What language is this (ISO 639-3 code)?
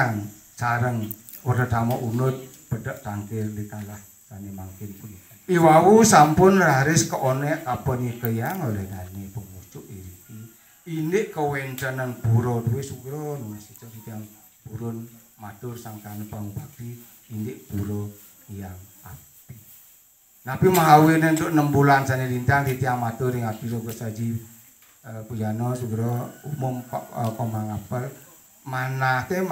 ban